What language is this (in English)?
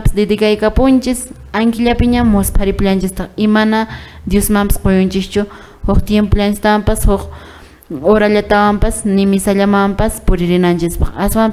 Quechua